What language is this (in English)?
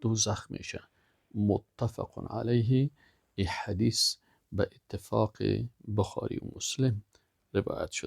Persian